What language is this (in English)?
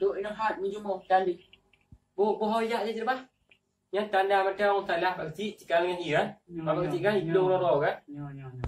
Achinese